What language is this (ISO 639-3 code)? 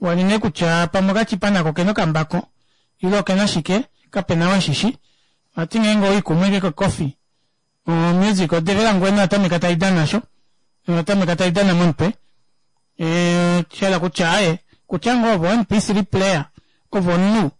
kua